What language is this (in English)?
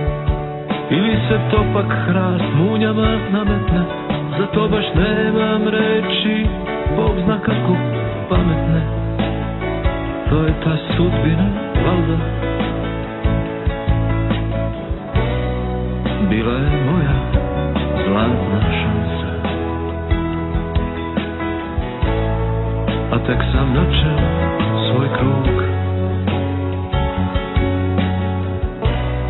Serbian